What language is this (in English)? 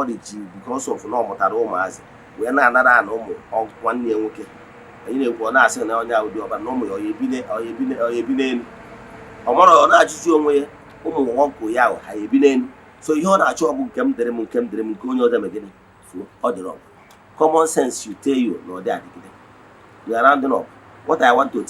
Igbo